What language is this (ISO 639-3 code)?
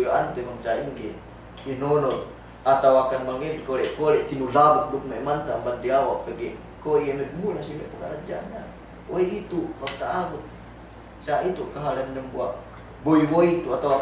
yka